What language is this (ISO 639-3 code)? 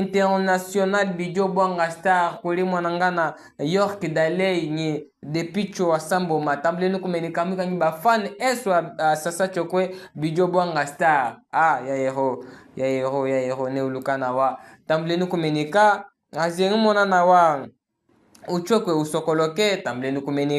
cjk